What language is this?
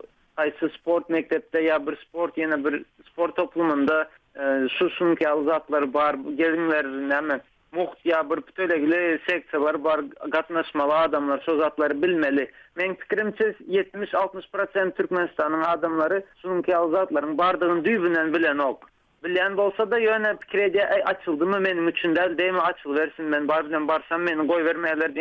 Turkmen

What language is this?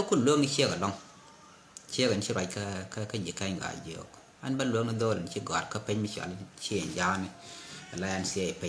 Nuer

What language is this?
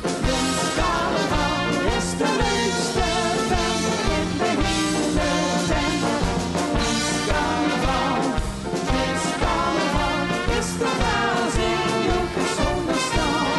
Limburgish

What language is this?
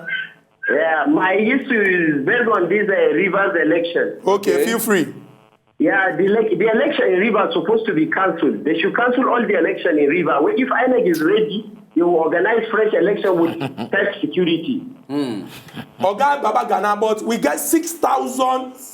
Nigerian Pidgin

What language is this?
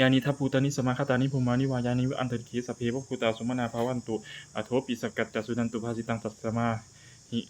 Pali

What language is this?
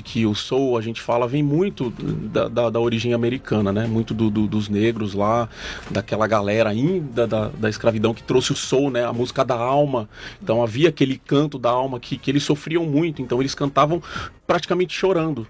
Portuguese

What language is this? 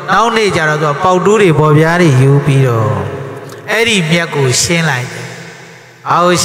Burmese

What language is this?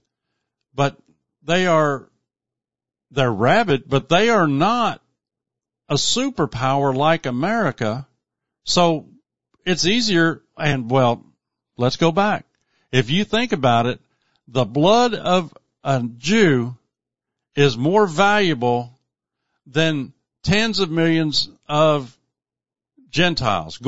English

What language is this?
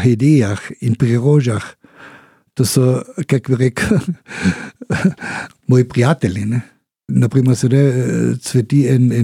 Slovenian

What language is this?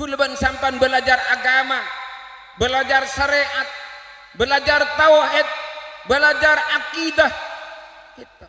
Madurese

